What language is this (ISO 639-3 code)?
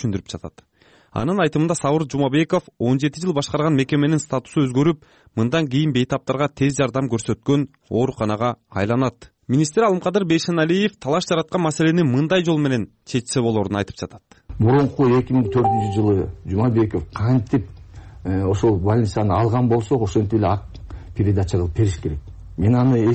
kir